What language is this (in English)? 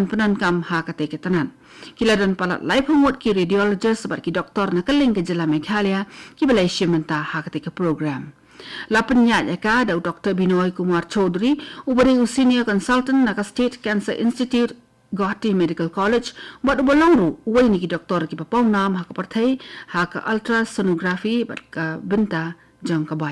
Khasi